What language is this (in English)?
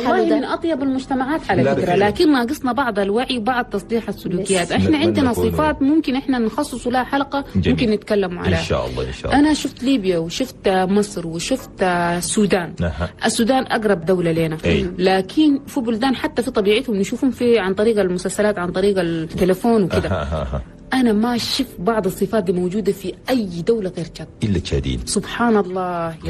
Chadian Arabic